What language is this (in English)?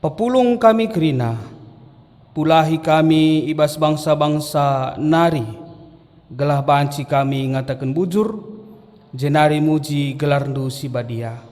Batak Karo